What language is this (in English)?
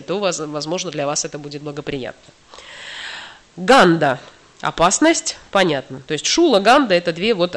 Russian